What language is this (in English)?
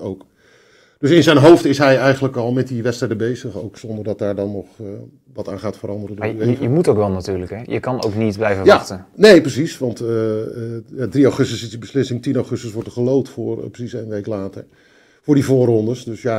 Dutch